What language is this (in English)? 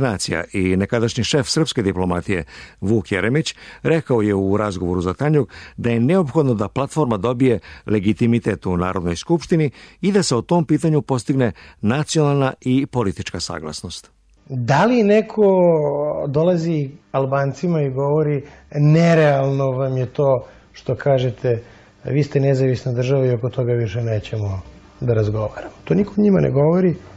Serbian